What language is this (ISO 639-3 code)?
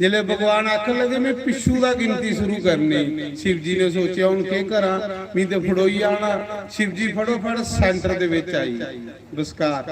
doi